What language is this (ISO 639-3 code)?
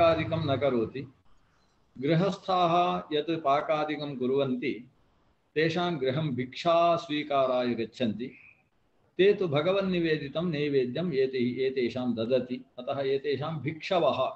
san